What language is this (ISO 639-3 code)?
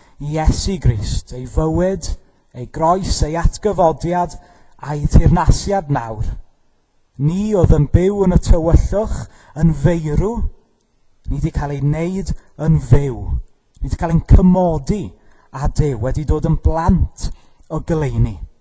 cym